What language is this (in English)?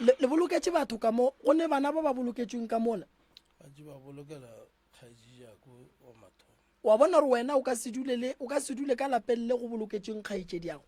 Northern Sotho